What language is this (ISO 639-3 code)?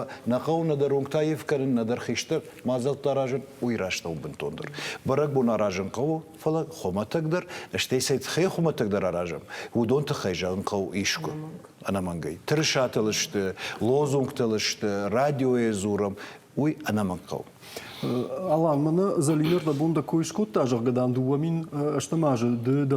oss